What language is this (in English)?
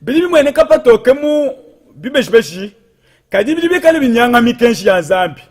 Luba-Lulua